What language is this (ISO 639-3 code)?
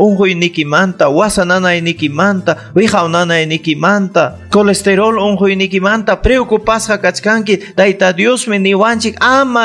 quy